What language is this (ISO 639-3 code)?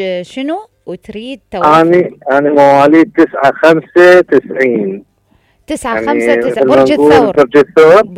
acm